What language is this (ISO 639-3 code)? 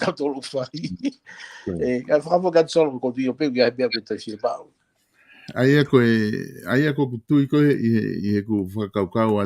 ton